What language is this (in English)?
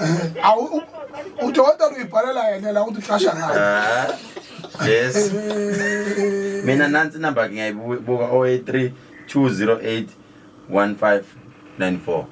Zulu